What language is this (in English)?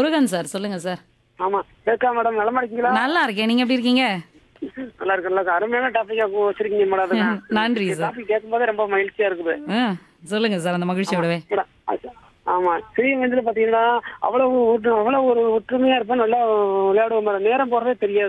Tamil